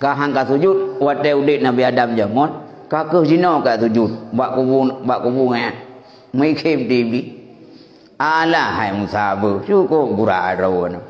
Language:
Achinese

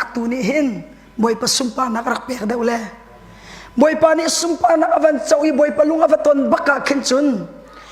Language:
Hakha Chin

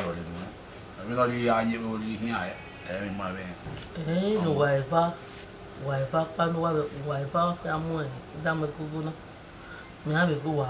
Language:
Bini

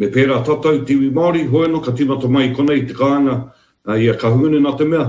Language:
Māori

